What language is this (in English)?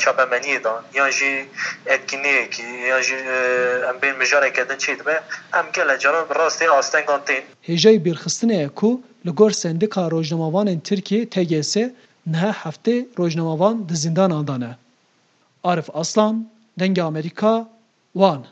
Kurdish